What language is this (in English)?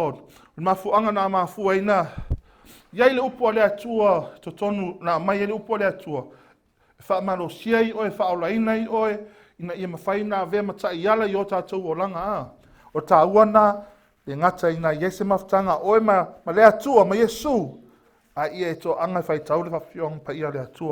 Samoan